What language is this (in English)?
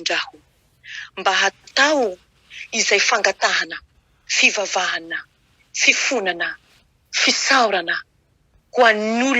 Malagasy